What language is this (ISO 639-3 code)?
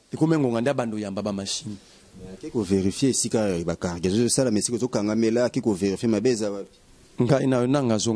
lin